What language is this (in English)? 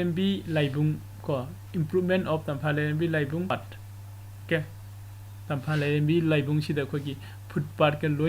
Manipuri